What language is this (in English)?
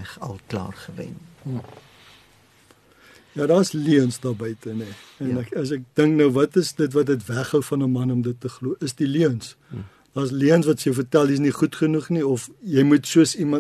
Afrikaans